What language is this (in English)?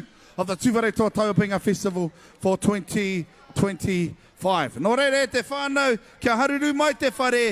Māori